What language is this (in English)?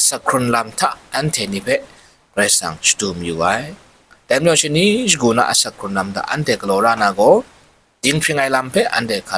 Kachin